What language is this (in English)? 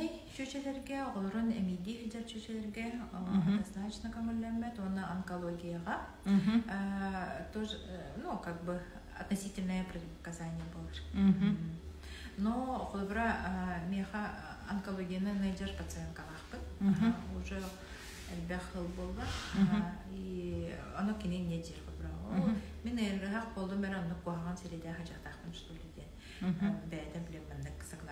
Yakut